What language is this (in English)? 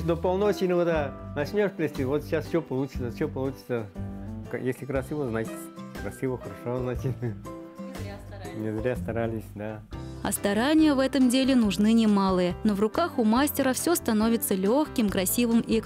Russian